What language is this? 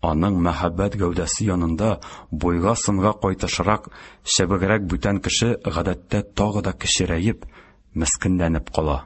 Tatar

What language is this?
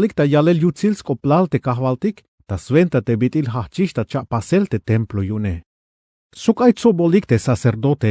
Tzeltal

